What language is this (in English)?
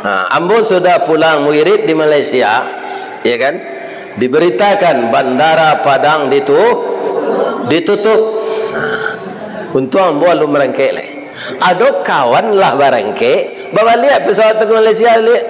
Minangkabau